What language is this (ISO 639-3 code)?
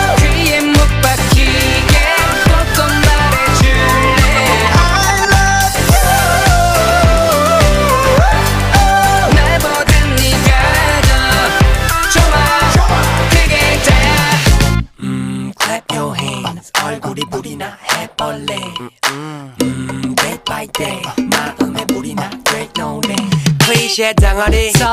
kor